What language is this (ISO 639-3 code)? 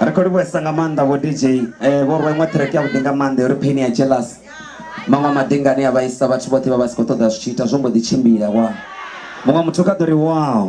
ven